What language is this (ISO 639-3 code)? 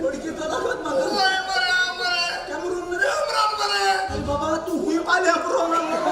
kok